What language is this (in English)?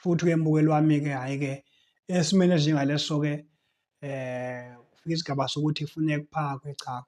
Zulu